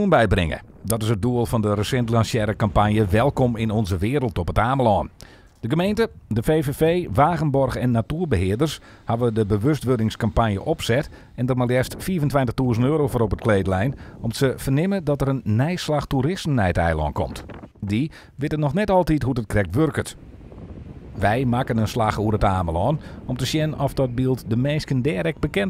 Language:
Western Frisian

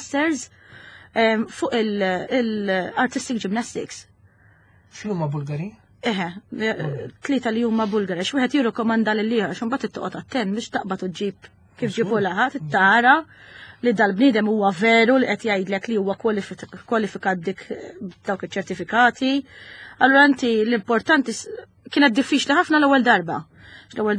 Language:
Maltese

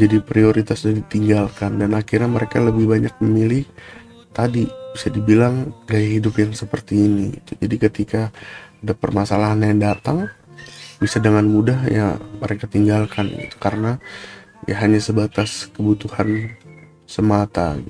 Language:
Indonesian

